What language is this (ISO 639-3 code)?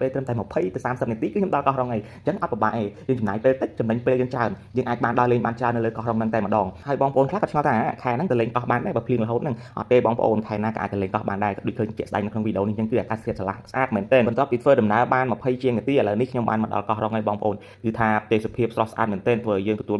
khm